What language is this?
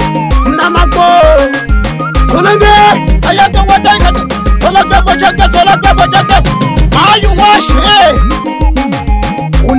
Swahili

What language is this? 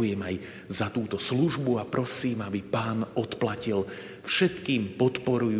Slovak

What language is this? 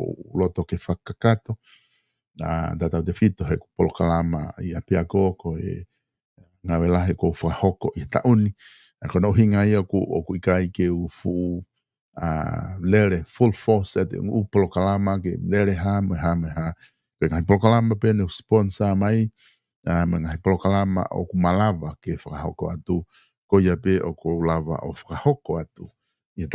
Tongan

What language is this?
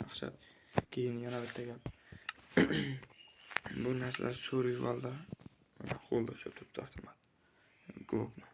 Uzbek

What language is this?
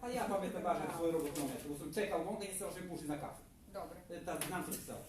Rusyn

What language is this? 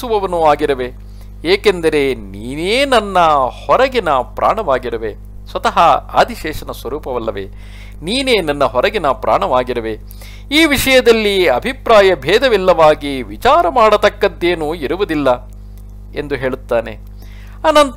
Kannada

